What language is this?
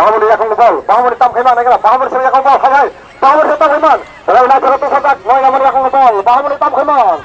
Kok Borok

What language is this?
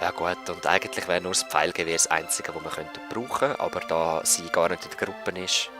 Swiss German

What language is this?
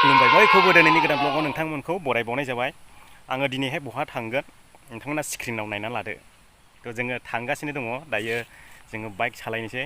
Bodo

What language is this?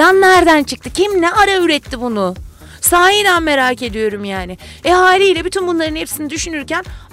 Turkish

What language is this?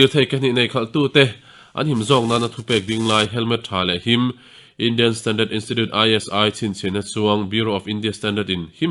Mizo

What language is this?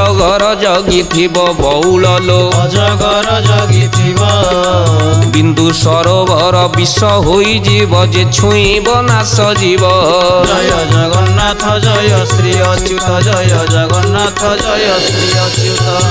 Odia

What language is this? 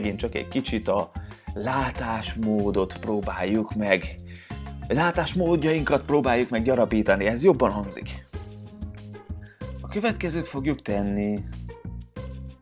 Hungarian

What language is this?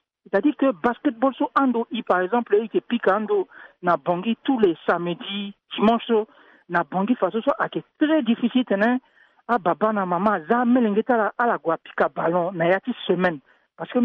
Sango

